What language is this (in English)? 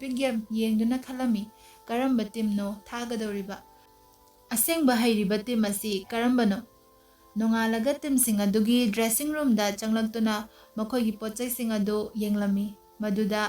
Manipuri